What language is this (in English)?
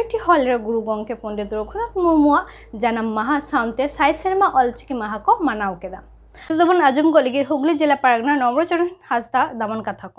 Santali